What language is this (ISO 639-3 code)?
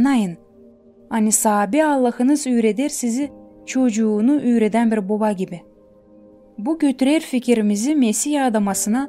gag